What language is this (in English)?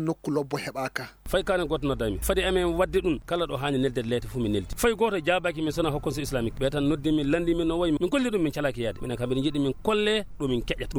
Maasina Fulfulde